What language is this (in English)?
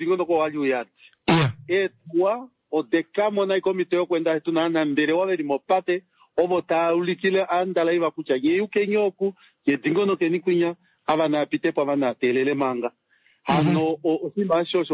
Kuanyama